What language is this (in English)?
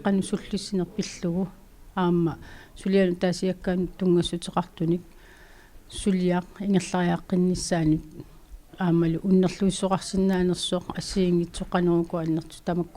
Kalaallisut